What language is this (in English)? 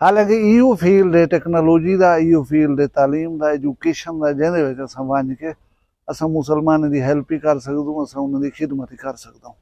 Saraiki